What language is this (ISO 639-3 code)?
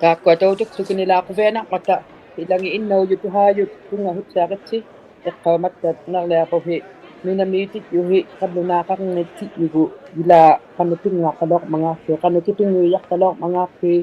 iku